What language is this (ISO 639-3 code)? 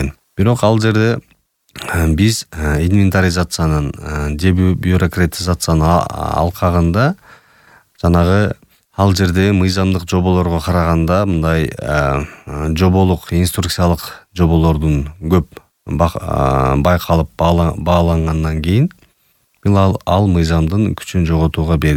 kir